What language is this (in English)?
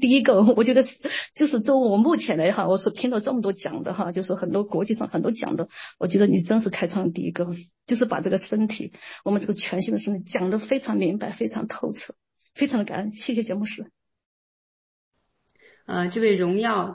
Chinese